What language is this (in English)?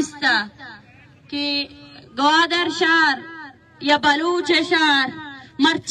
Baluchi